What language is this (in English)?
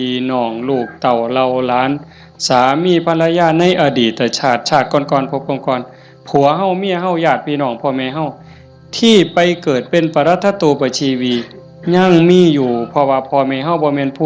Northeastern Thai